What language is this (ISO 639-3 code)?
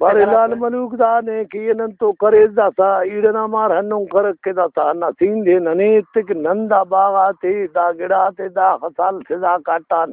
brh